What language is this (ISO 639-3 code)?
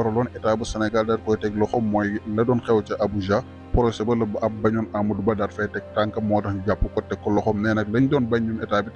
wol